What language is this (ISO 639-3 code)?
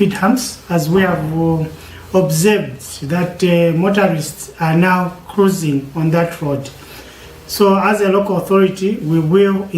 loz